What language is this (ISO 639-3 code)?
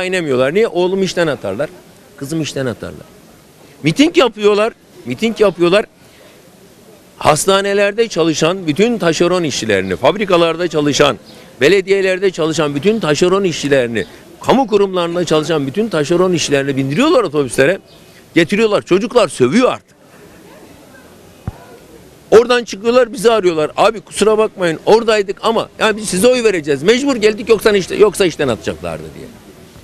tur